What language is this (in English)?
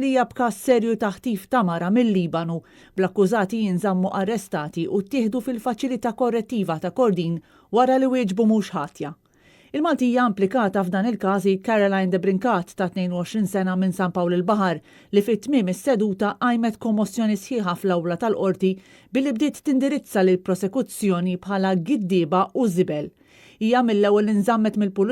Maltese